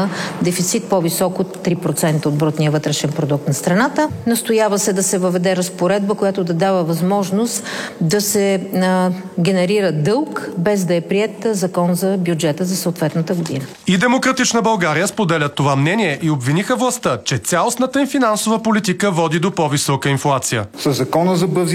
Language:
Bulgarian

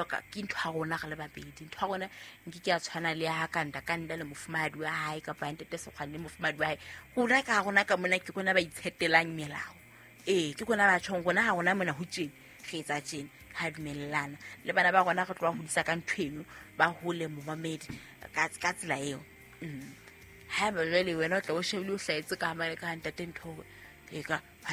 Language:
Southern Sotho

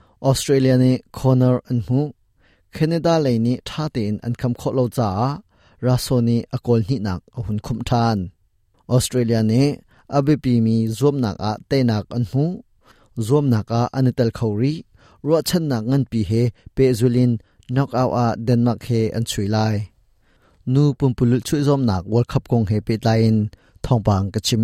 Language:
Hakha Chin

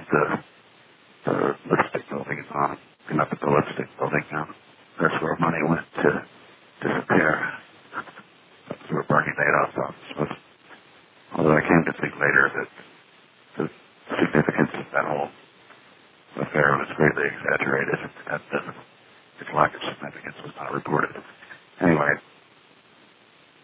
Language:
English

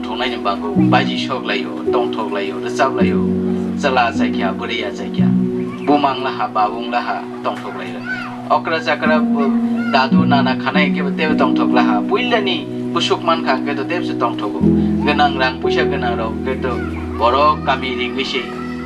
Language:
Riang (India)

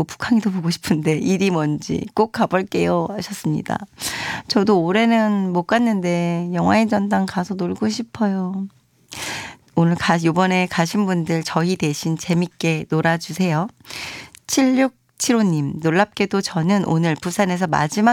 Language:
Korean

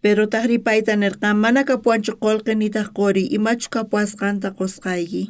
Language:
South Bolivian Quechua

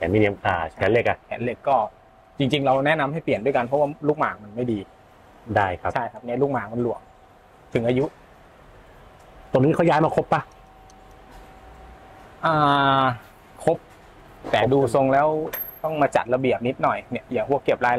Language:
Thai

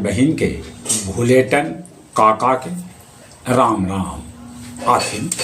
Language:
Magahi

